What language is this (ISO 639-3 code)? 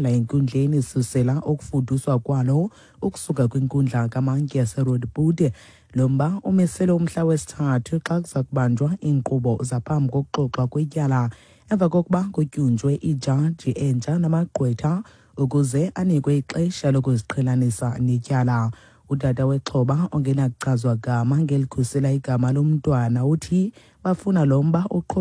xho